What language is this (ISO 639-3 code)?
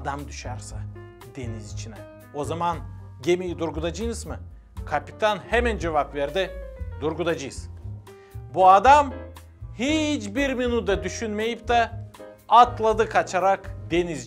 gag